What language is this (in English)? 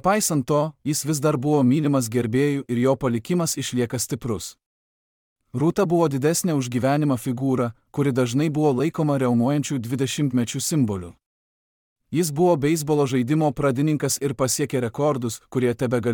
Lithuanian